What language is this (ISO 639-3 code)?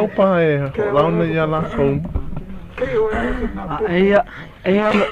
haw